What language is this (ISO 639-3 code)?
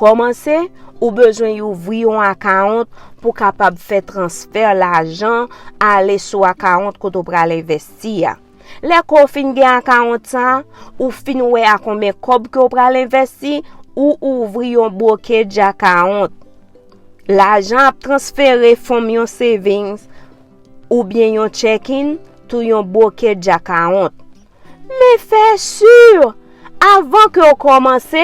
hat